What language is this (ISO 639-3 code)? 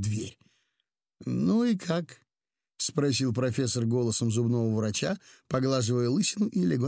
rus